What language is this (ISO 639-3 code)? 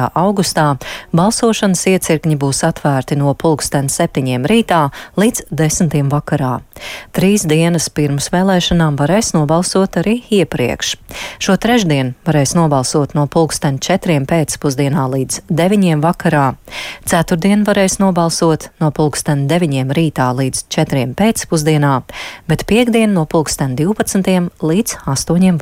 lav